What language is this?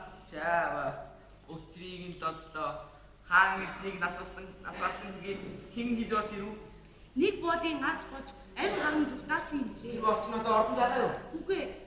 Mongolian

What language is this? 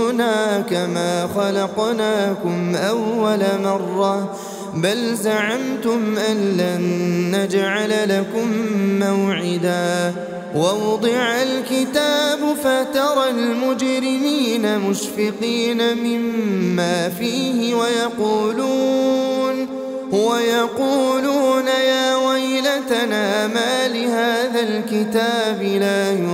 Arabic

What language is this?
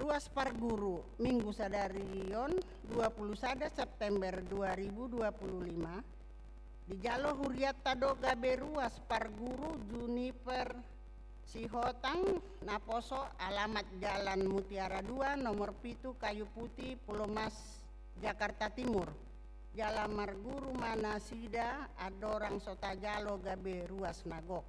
Batak Toba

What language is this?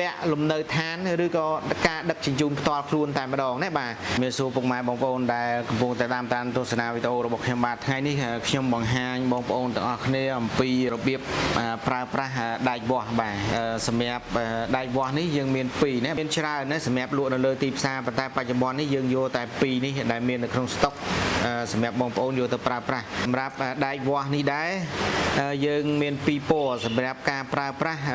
Khmer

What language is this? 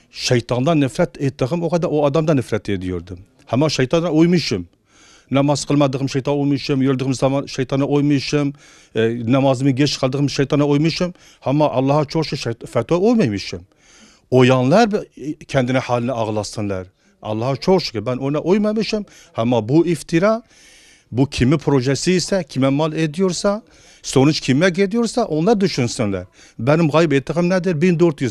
Turkish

